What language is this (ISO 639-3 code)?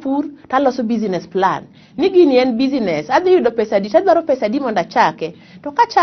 luo